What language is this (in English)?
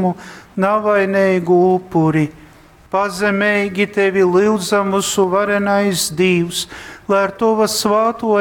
Latgalian